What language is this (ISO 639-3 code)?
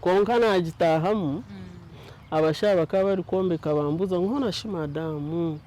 nyn